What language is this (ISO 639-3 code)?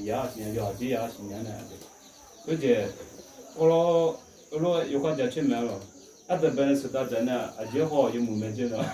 ahk